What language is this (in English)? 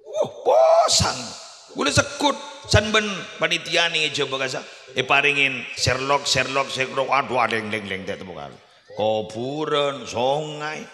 Madurese